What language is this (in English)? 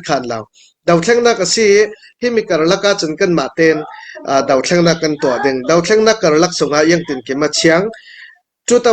Hakha Chin